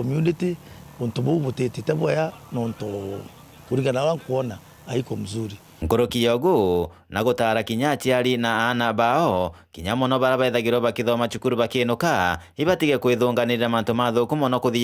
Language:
Meru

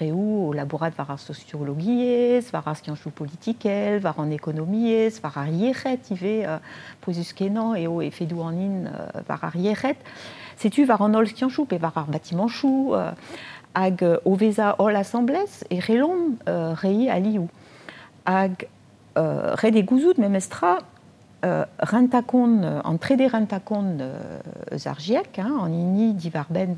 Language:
Breton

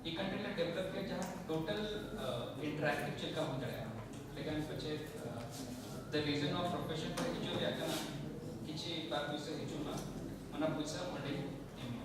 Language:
Santali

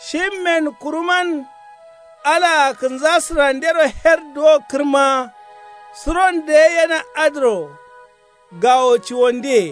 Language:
Kanuri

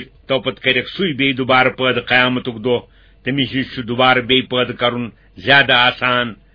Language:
Kashmiri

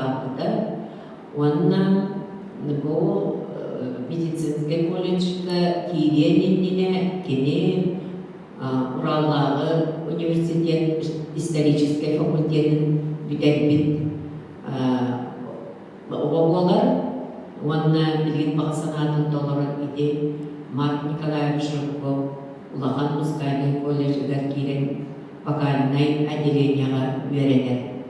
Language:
Yakut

